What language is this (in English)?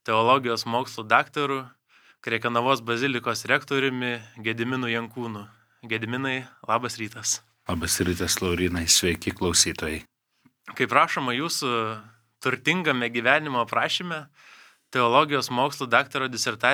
Lithuanian